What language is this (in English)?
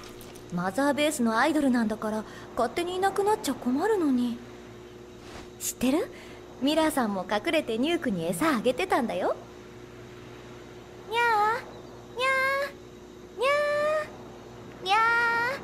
Japanese